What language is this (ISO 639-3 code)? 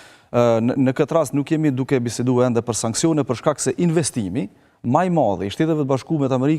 sqi